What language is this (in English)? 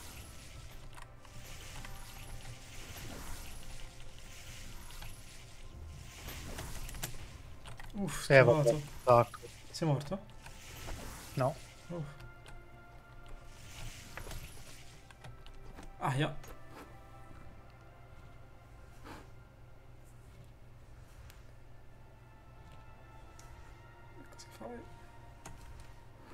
Italian